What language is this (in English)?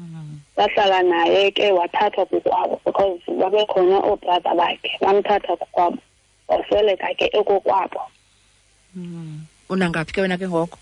Xhosa